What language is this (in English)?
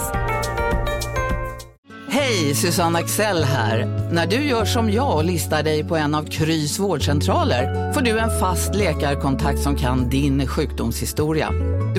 Swedish